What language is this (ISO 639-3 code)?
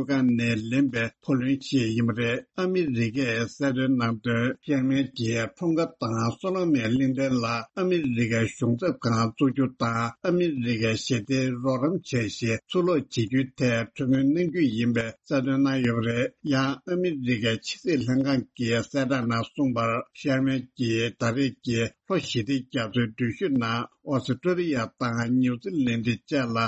bod